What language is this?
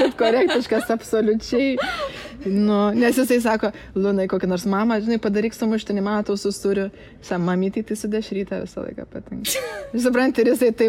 Lithuanian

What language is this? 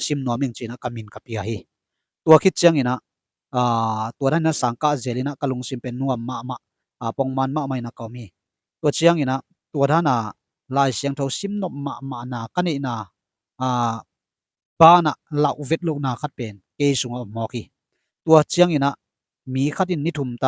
Tedim Chin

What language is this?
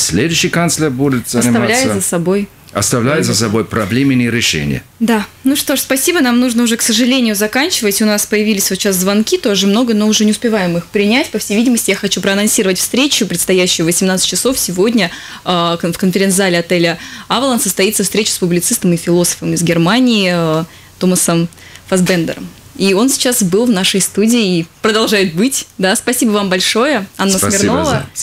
Russian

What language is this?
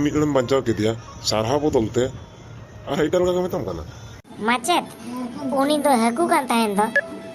Santali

